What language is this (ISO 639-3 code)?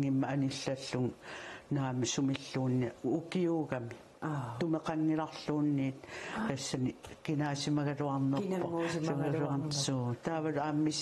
kal